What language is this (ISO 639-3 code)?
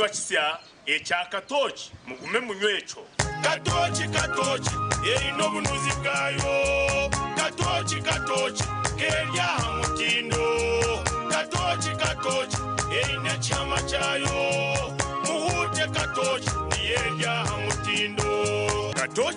nyn